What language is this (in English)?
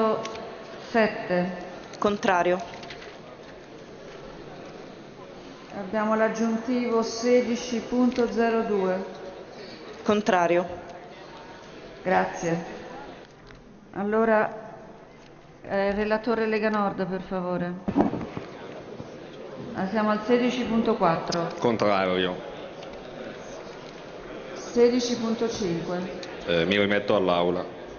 Italian